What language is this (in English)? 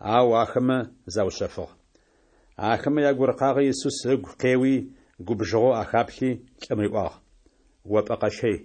Adyghe